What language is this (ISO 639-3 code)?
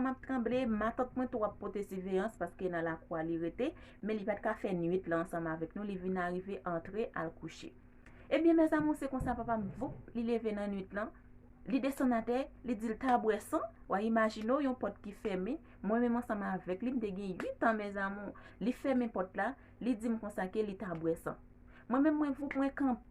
hat